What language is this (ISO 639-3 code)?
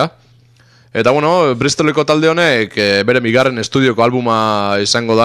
eus